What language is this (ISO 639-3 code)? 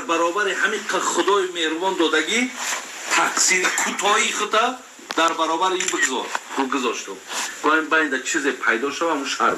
tgk